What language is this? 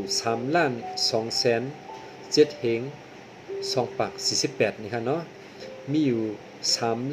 Shan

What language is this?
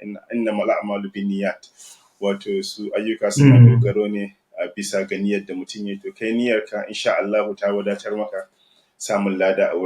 Hausa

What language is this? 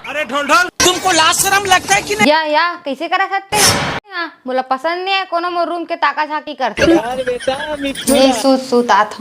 Chhattisgarhi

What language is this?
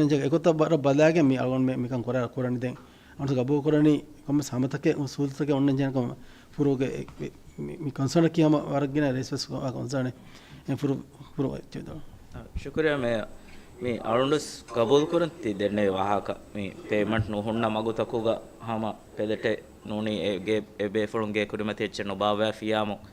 Divehi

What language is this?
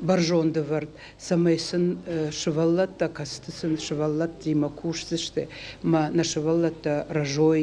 Ossetic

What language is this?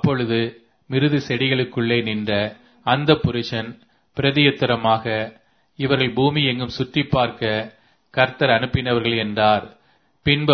Tamil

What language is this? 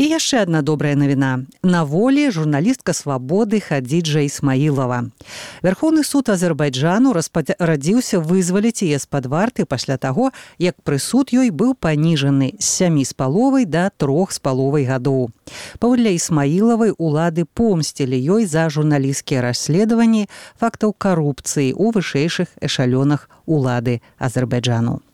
Belarusian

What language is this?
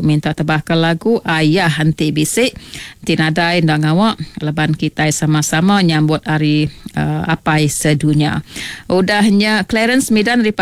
Iban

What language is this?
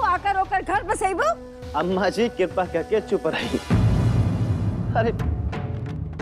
Bhojpuri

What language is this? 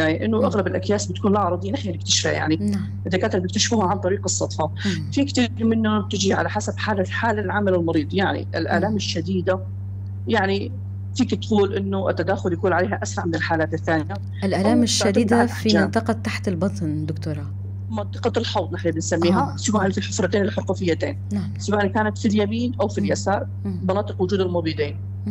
North Levantine Arabic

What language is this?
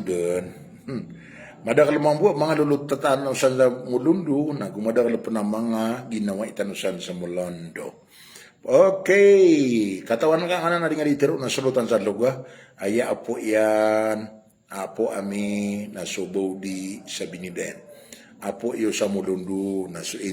Maranao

